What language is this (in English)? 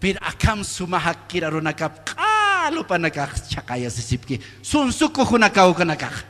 Aymara